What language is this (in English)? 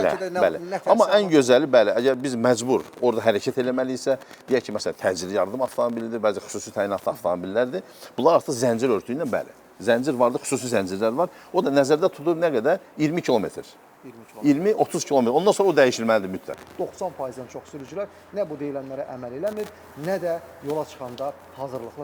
Azerbaijani